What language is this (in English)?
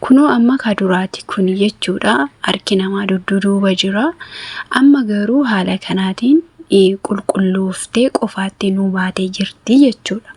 Oromo